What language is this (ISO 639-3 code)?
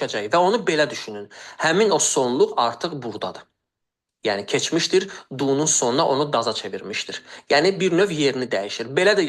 aze